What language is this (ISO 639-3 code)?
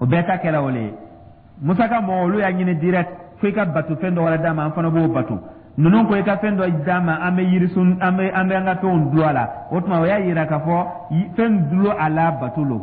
dyu